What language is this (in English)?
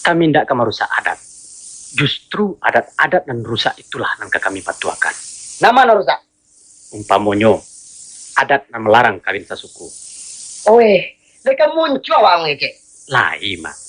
Minangkabau